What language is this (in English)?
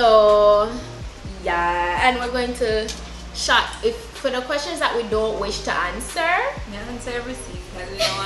Jamaican Creole English